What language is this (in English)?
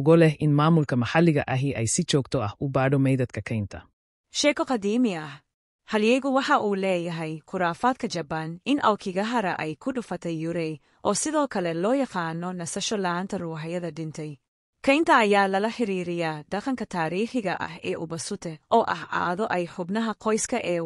Somali